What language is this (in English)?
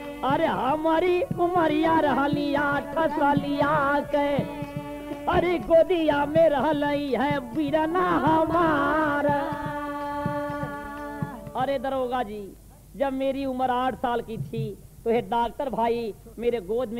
Bhojpuri